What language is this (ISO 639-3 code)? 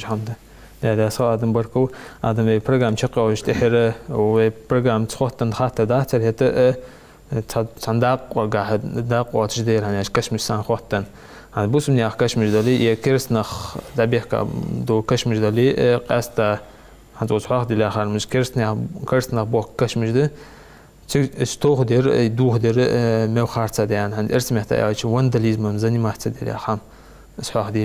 inh